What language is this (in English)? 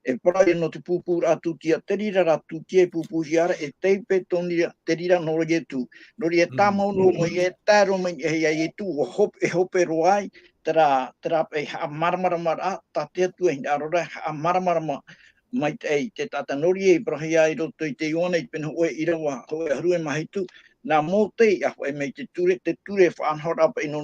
Tahitian